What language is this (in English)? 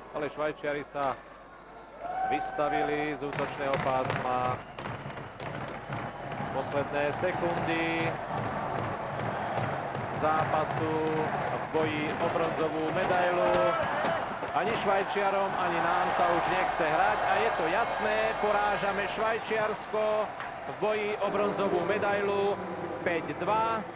Slovak